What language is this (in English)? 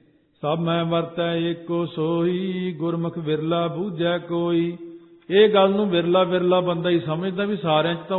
Punjabi